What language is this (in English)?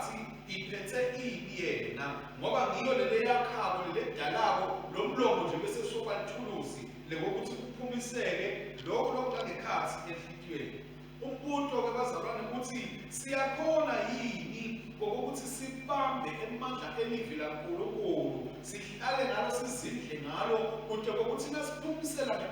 Swati